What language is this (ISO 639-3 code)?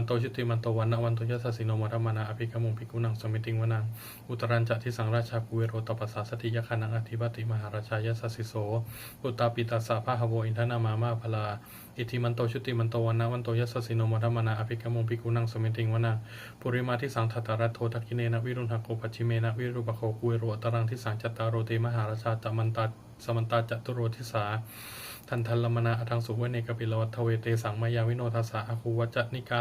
pli